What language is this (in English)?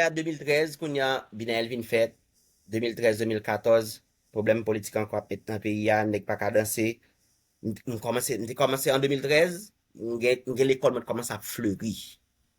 Haitian Creole